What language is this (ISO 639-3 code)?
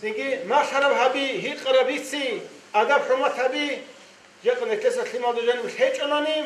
ava